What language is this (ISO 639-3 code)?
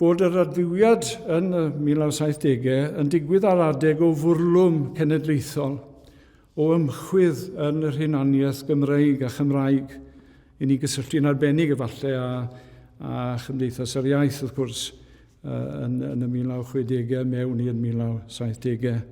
cym